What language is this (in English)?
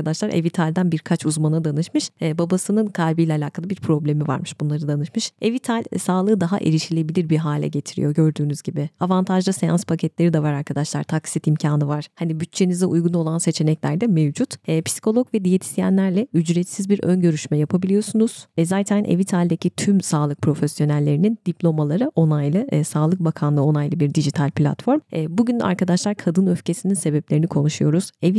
Turkish